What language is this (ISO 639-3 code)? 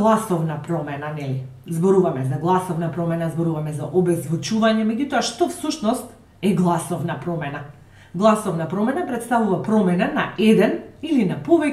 mkd